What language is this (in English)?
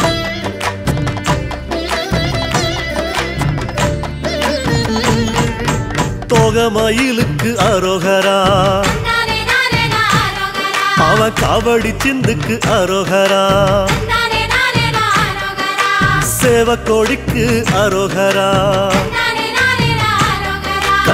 Tamil